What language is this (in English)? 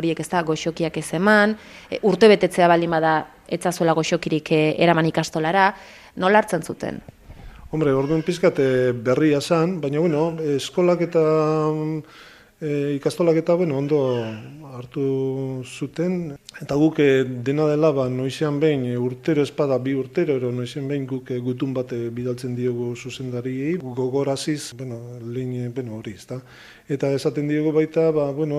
Basque